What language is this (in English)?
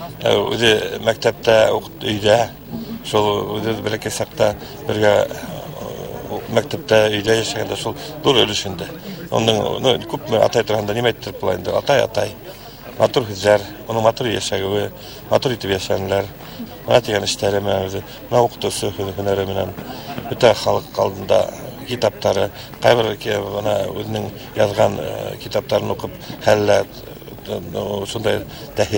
Bashkir